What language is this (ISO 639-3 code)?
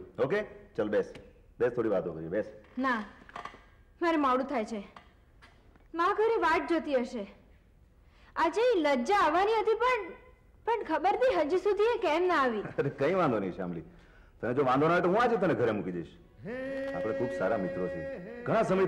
guj